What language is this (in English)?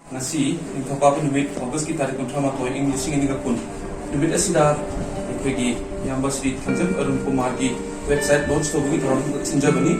Manipuri